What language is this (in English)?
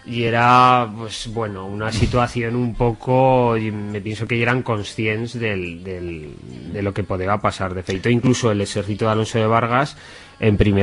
Aragonese